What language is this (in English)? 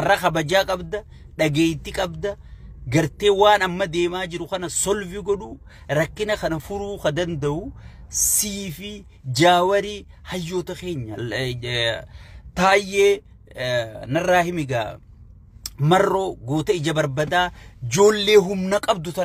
Oromo